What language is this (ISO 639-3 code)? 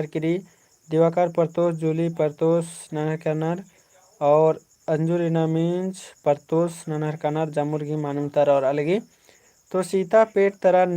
kru